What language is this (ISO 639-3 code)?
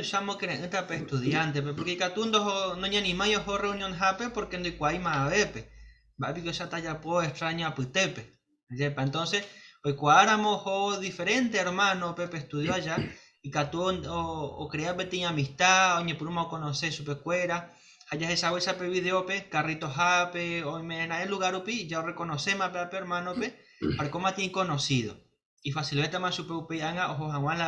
grn